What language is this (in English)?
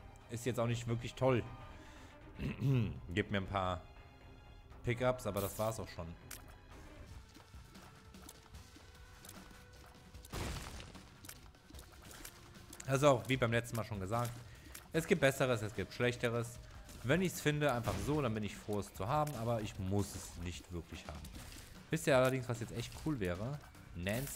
German